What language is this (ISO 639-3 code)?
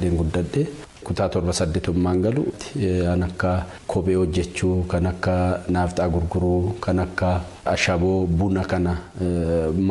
orm